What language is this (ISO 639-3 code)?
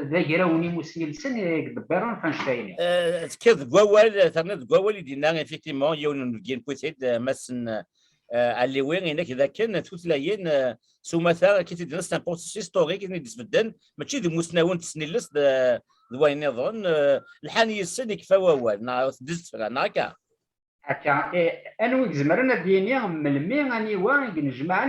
kab